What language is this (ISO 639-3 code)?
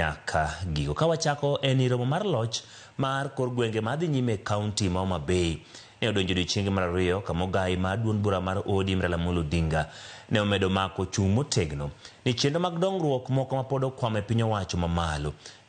luo